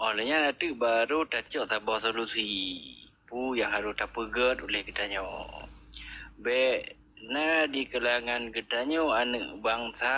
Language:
Achinese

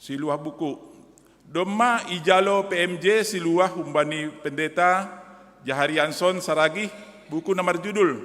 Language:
Batak Simalungun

